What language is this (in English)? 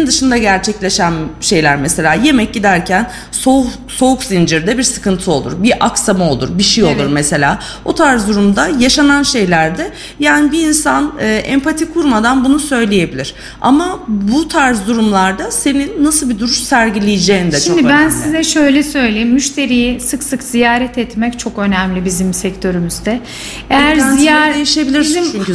Turkish